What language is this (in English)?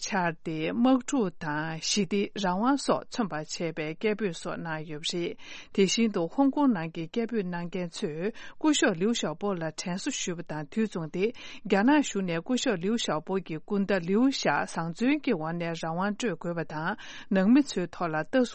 Tibetan